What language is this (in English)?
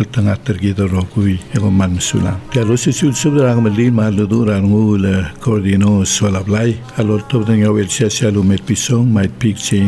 Palauan